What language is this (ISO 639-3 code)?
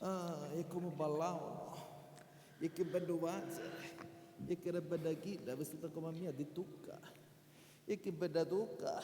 scn